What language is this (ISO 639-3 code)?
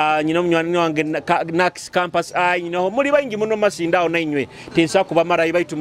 nyo